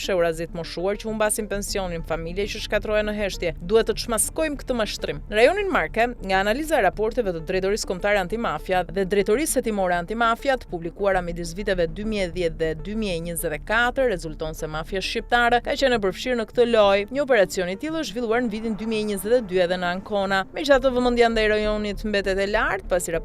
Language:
Albanian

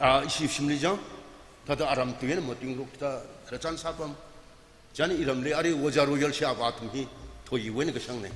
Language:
Tangkhul Naga (India)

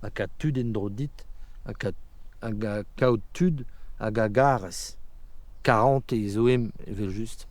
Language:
Breton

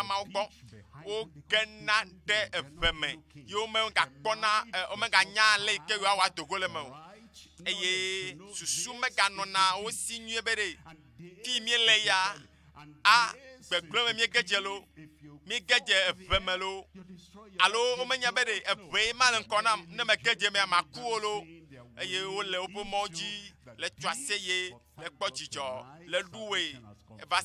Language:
Ewe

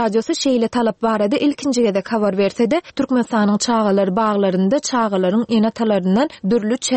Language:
Turkmen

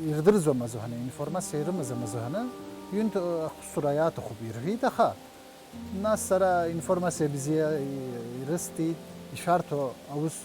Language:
Abkhazian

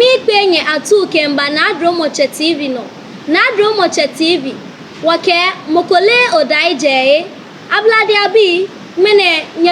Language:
Ga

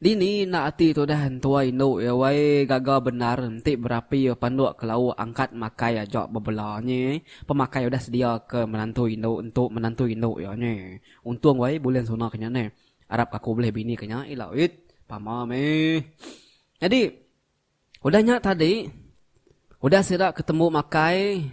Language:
Iban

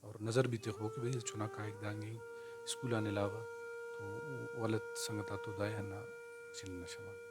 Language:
Brahui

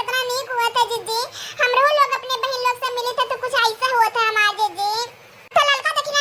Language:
Awadhi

